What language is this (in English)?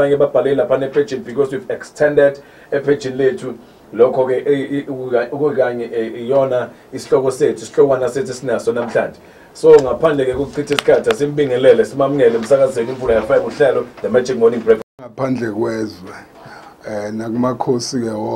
Zulu